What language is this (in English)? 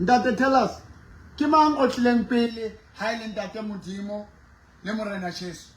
Southern Sotho